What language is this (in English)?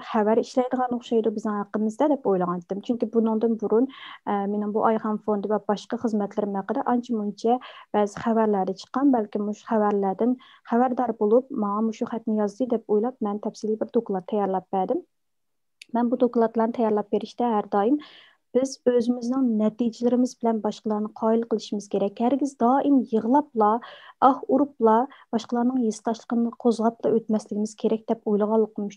Uyghur